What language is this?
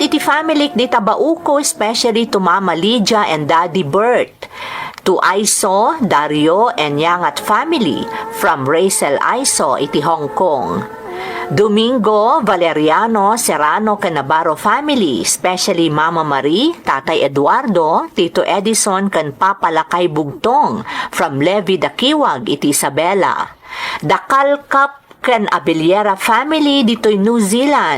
Iloko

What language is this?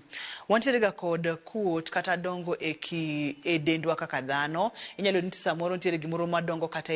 Luo (Kenya and Tanzania)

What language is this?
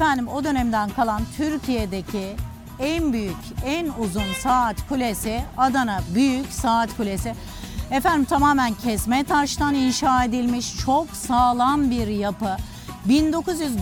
Turkish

